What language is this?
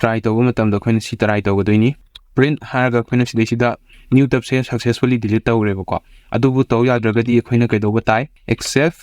Manipuri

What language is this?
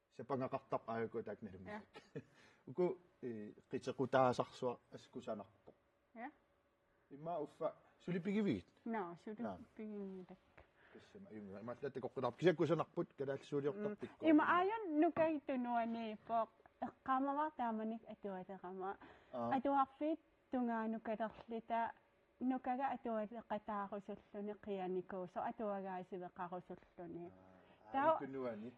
Kalaallisut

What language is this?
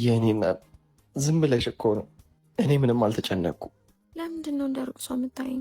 Amharic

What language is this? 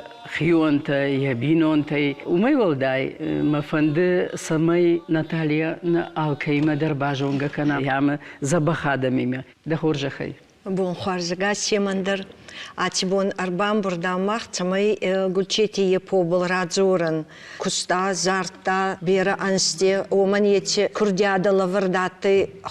Ossetic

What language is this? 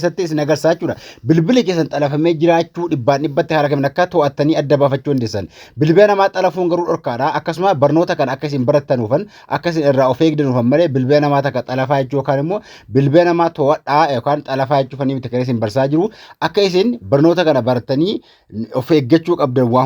Oromo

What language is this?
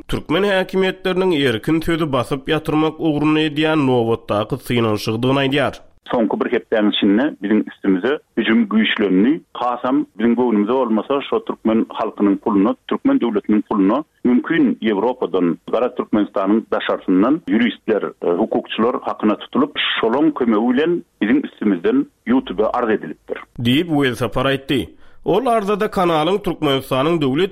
Turkmen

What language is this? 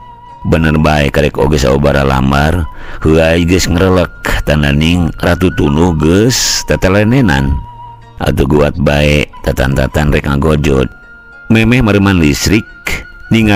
Sundanese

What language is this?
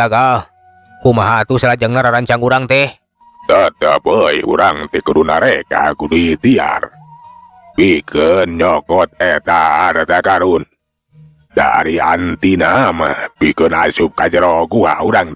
Sundanese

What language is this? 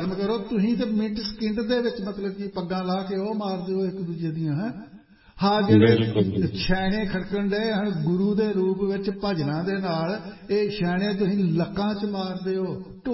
Punjabi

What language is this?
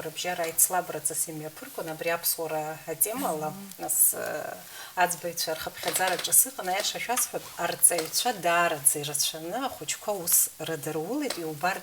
Abkhazian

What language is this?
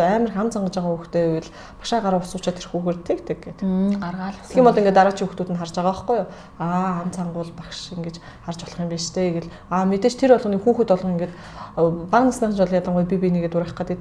Mongolian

